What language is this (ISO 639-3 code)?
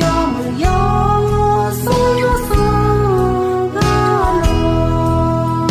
ahk